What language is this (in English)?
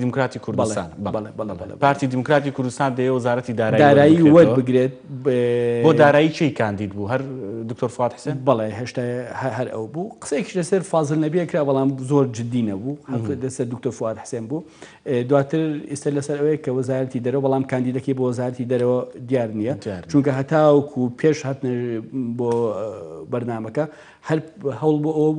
Central Kurdish